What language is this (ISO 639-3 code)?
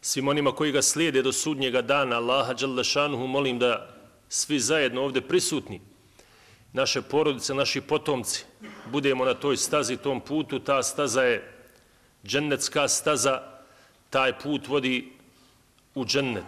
bos